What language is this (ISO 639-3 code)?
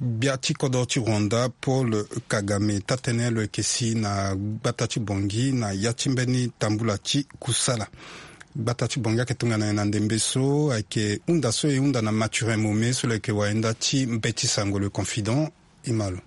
sag